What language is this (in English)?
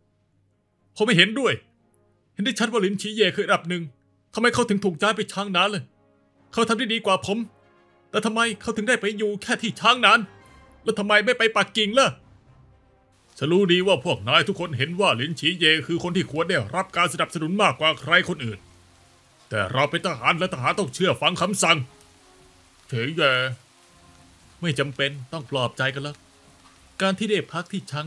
Thai